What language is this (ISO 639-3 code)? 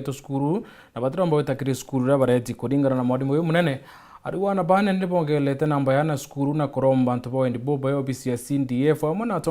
mer